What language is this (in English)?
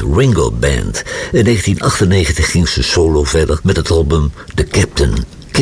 Dutch